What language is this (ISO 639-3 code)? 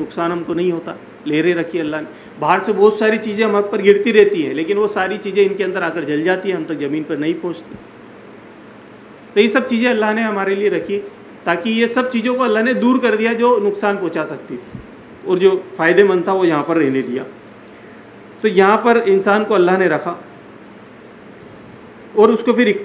urd